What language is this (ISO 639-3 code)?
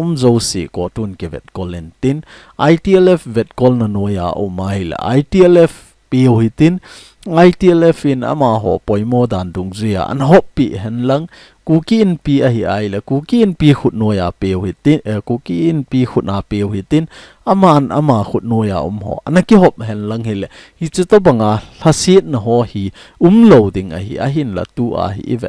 tcz